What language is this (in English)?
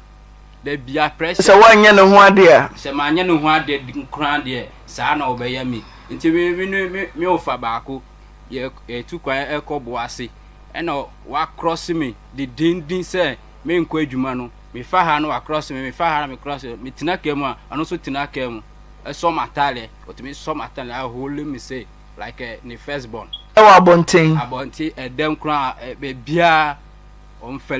Akan